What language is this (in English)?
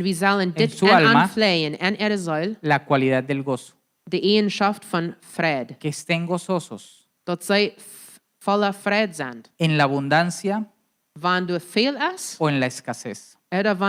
Plautdietsch